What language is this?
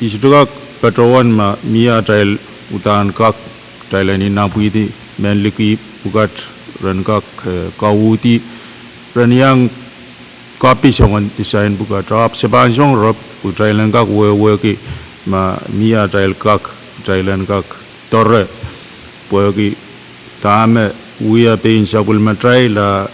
Pohnpeian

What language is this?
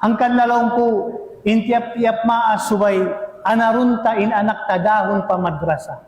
Tausug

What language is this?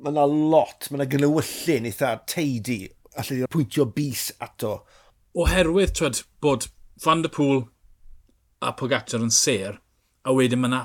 Welsh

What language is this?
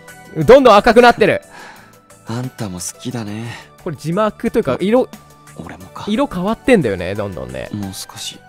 Japanese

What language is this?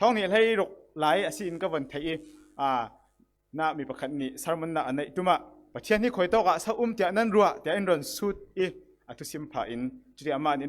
Falam Chin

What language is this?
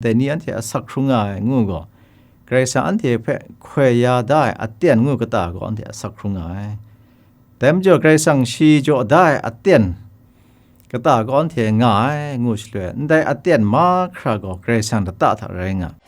Kachin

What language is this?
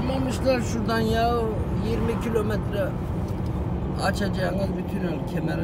Turkish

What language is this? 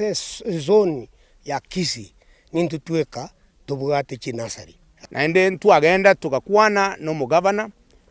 Gusii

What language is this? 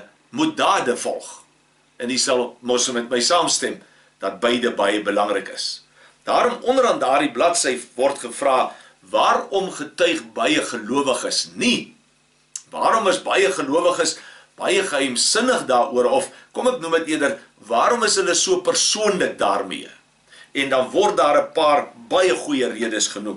Afrikaans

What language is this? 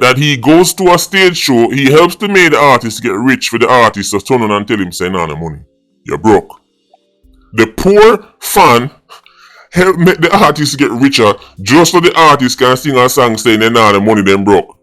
Jamaican Creole English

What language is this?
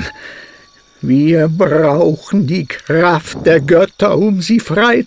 Swiss German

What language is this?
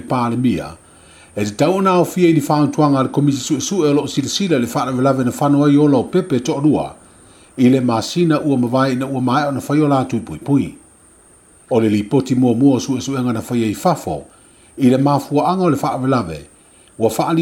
Samoan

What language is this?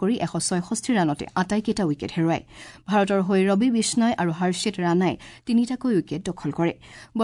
Assamese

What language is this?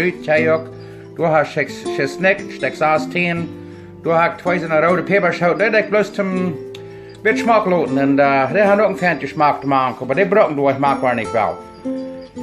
Plautdietsch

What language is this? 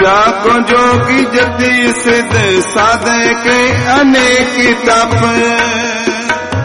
Hindi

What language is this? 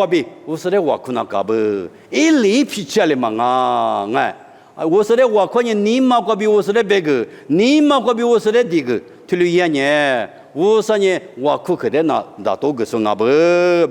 Lisu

